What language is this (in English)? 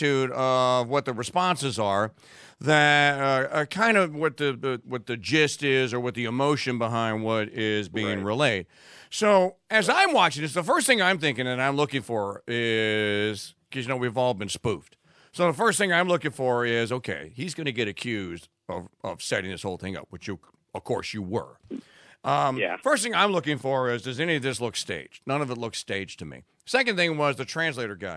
English